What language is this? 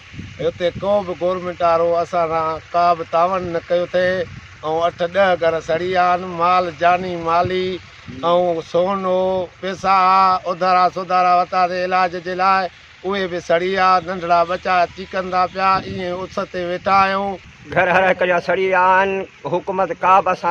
Sindhi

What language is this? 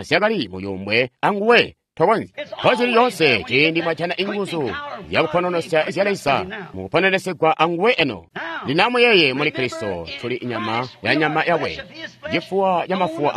Tonga (Zambia)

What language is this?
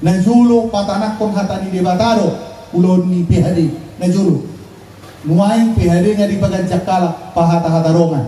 Batak Toba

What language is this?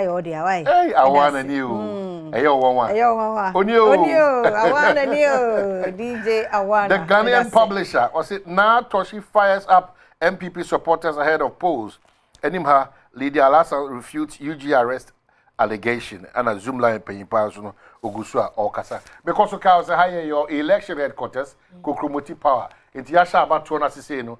Akan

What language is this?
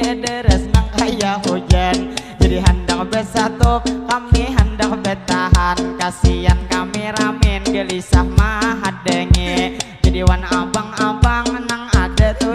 Banjar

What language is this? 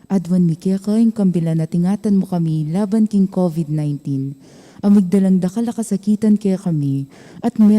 Pampanga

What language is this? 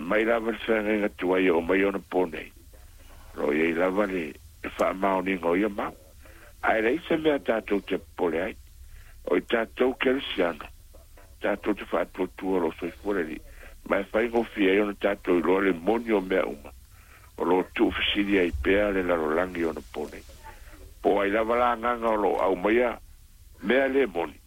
Samoan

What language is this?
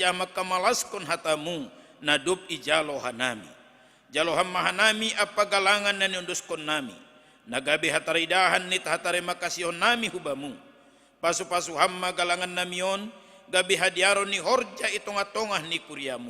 Batak Simalungun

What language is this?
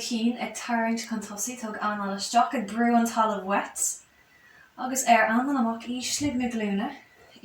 Irish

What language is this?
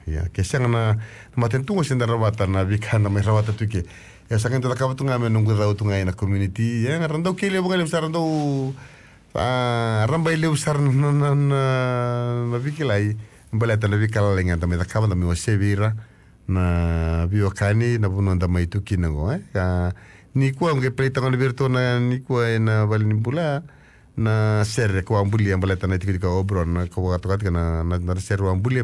Fijian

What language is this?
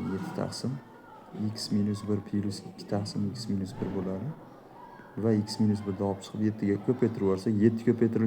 Uzbek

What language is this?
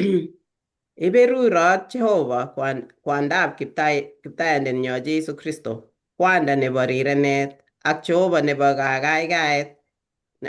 Kalenjin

